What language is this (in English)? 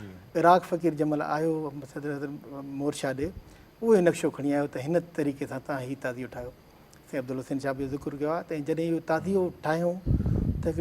Sindhi